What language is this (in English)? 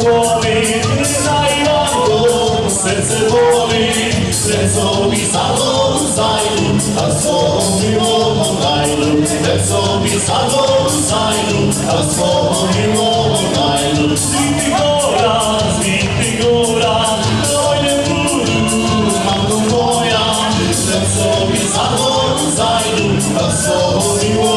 Rusyn